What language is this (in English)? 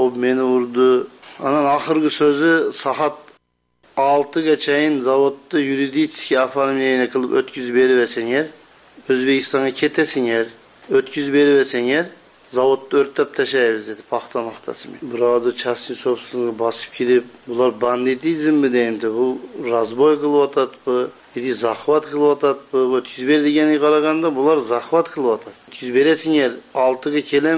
Kyrgyz